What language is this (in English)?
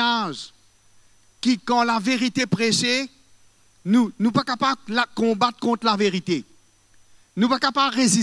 Morisyen